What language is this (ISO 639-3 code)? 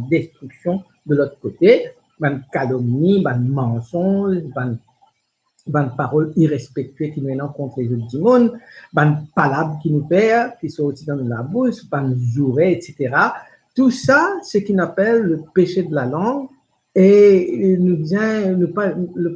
mfe